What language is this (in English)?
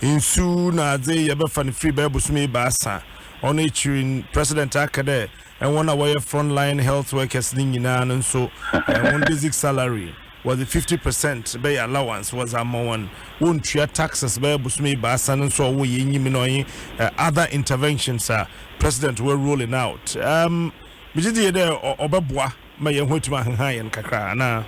Akan